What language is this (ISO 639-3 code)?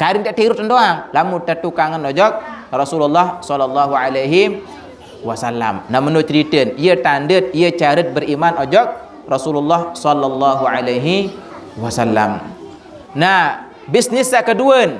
sas